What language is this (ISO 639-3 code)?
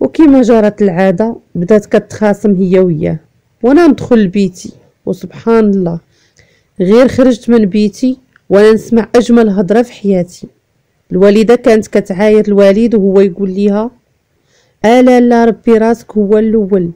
ary